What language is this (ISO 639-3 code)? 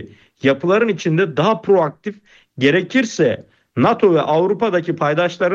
tur